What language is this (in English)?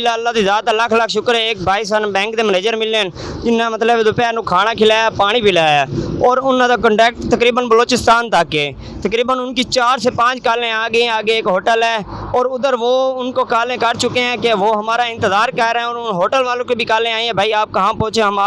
Western Panjabi